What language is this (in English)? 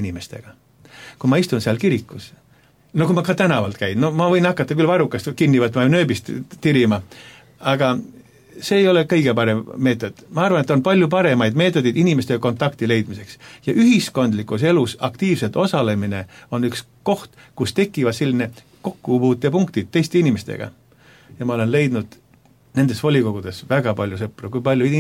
Estonian